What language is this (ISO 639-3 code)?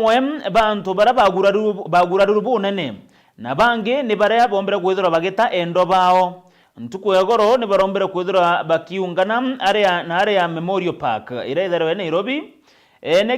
mer